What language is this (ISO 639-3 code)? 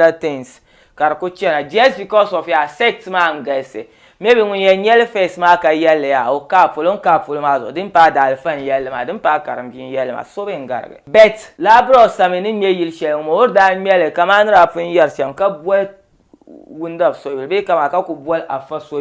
dag